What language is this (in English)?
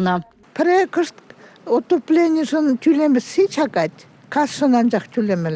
Chuvash